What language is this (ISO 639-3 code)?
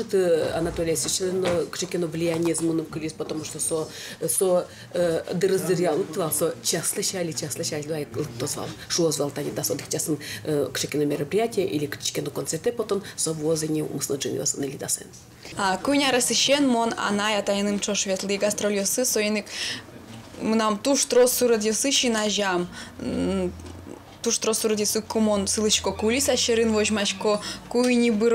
udm